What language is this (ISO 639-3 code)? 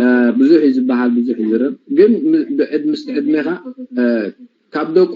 tir